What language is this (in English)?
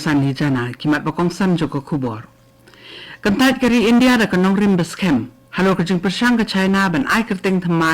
Khasi